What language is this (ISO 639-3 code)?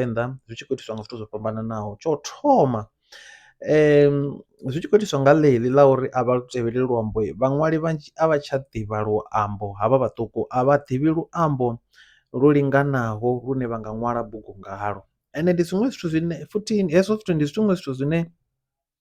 ven